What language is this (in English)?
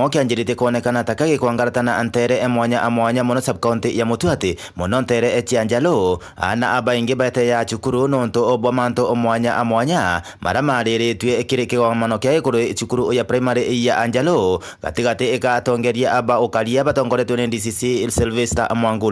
Meru